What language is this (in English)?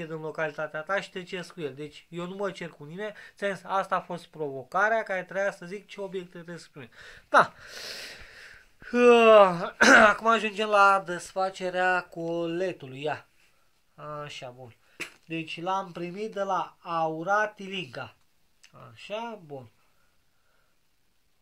Romanian